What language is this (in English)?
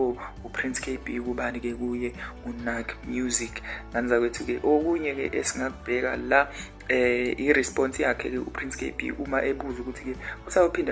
Zulu